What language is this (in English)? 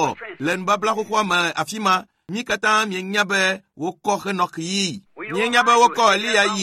Ewe